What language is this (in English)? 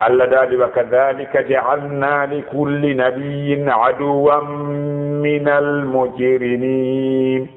Fula